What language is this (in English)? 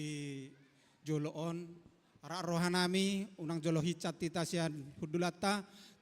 Batak Toba